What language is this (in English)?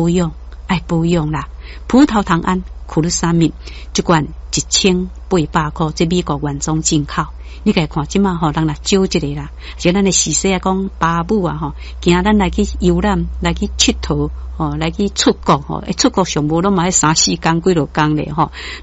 Min Nan Chinese